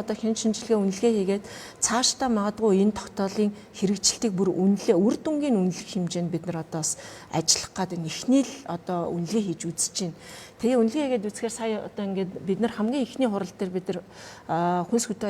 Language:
Mongolian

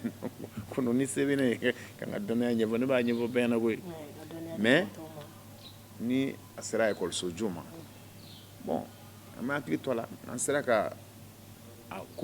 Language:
Bambara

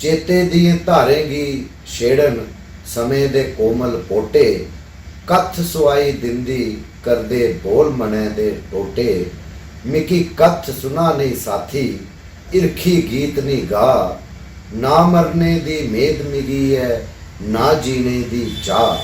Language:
Dogri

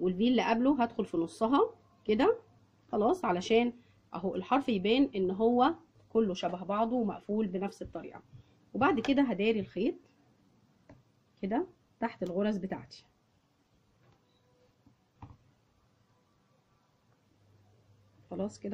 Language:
Egyptian Arabic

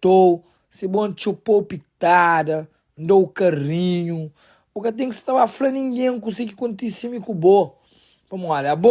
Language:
Kabuverdianu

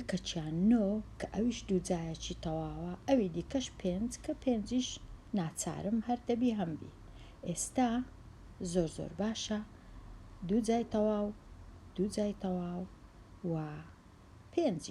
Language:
Central Kurdish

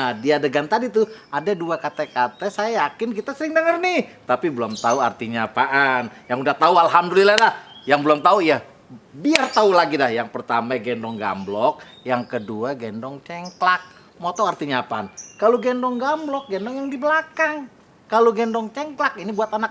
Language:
Betawi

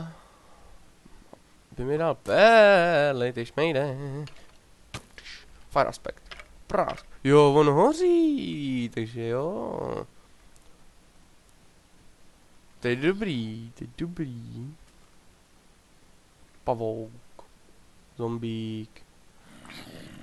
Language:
Czech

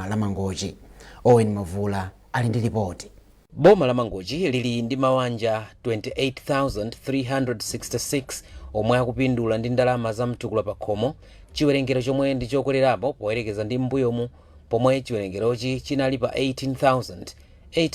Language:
Nyanja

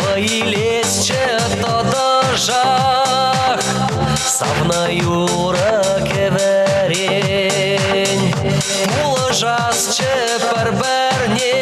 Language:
Chuvash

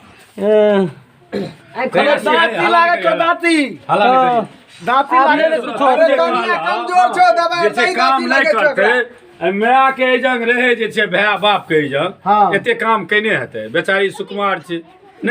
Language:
Maithili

